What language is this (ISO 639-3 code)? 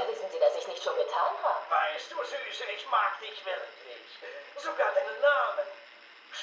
bar